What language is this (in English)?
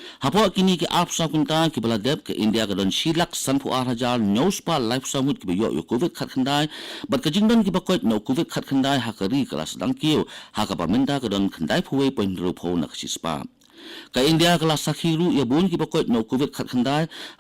Khasi